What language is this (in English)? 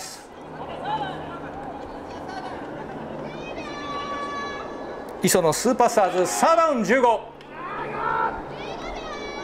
Japanese